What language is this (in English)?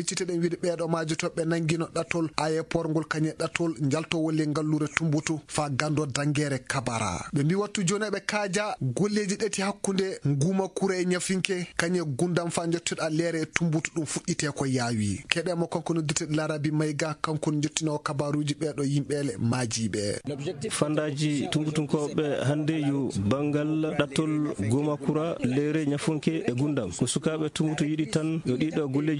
Fula